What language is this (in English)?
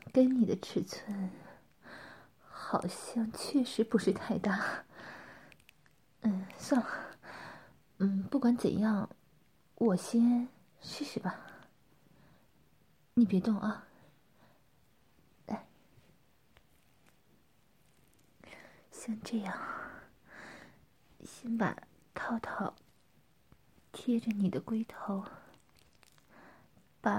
Chinese